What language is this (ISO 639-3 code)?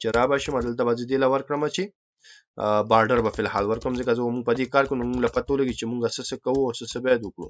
pus